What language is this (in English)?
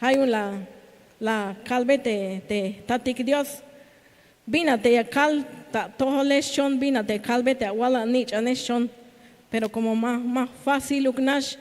Tzeltal